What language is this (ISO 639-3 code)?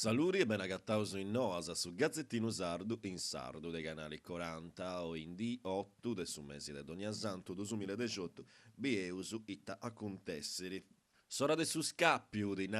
srd